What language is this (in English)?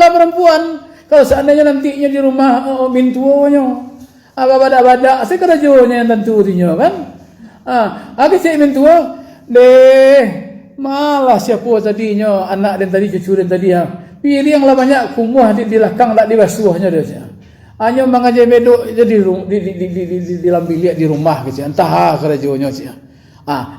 Minangkabau